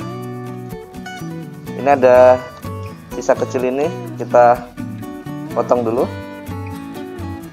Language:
Indonesian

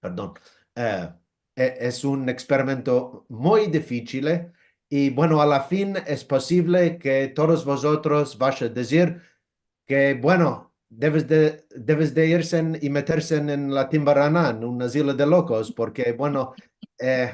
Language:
Ladino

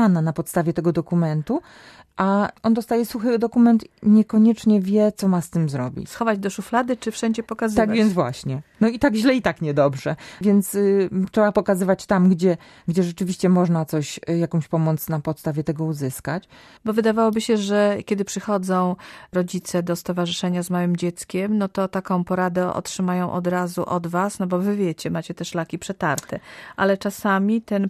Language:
Polish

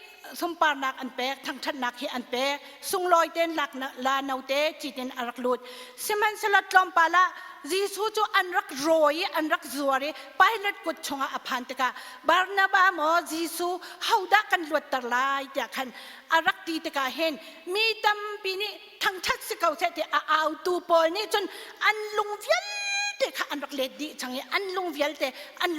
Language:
Hakha Chin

